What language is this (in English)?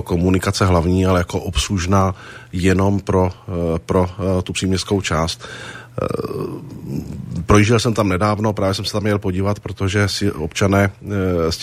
Czech